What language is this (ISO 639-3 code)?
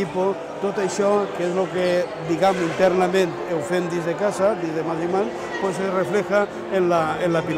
cat